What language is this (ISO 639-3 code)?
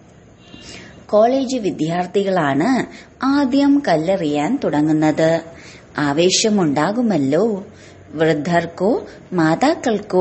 mal